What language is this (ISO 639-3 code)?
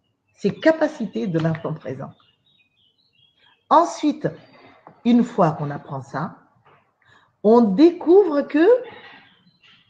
fra